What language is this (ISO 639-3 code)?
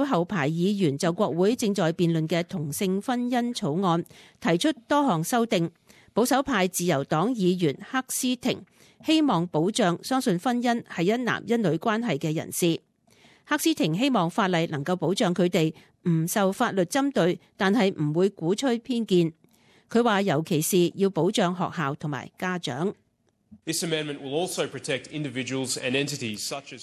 yue